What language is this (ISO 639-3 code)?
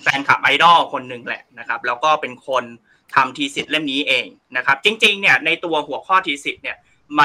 tha